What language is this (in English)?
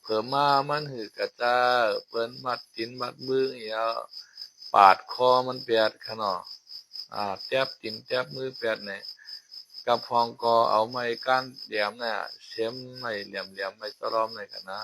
Shan